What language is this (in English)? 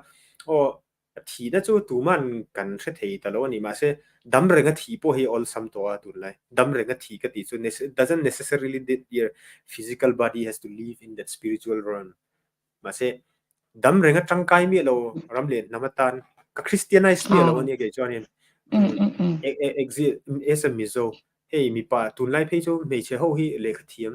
Mizo